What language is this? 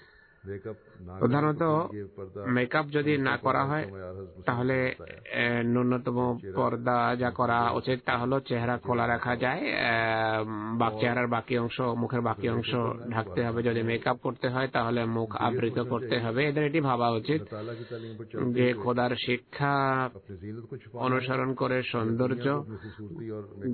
Bangla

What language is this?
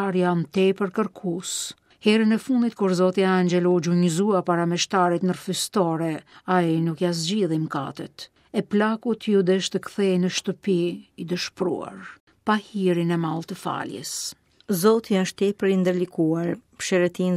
Albanian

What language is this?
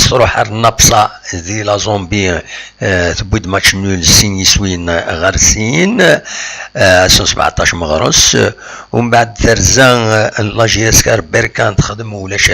Kabyle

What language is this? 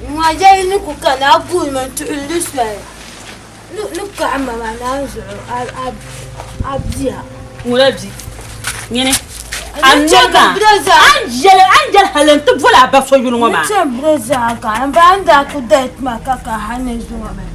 Dagbani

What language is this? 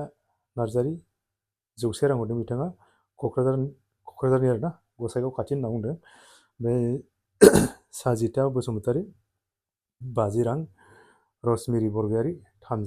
Bodo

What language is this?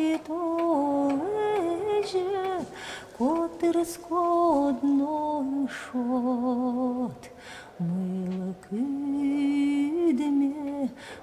Udmurt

